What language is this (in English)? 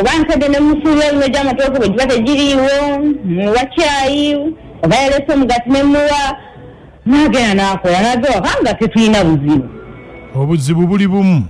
Ganda